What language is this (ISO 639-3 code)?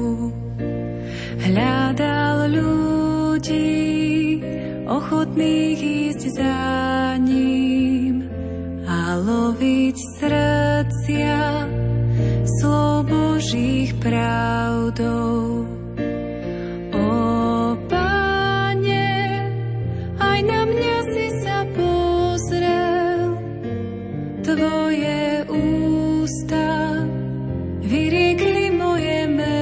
slk